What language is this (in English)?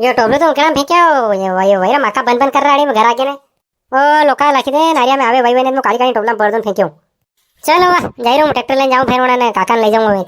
Rajasthani